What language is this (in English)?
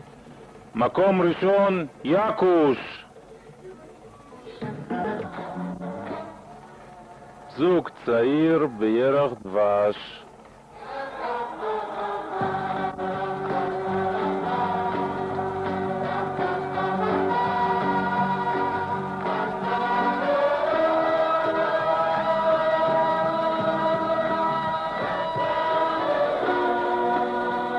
Hebrew